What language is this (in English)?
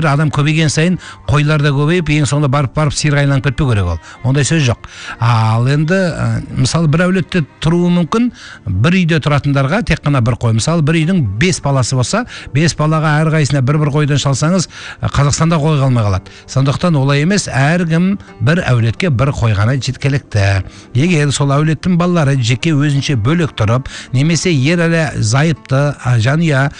Kazakh